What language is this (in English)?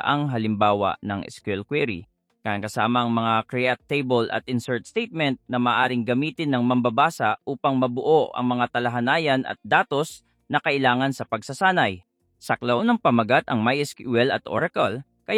Filipino